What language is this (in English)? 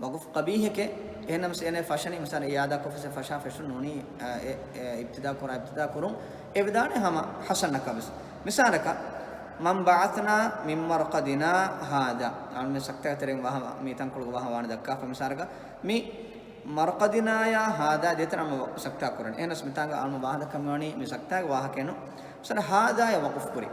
Divehi